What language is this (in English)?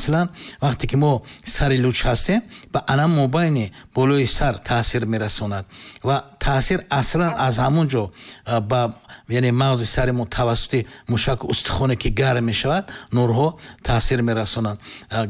Tajik